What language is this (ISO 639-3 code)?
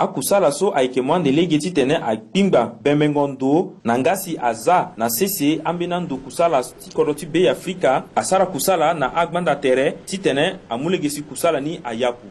sag